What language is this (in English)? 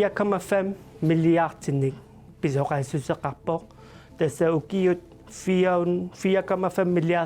Kalaallisut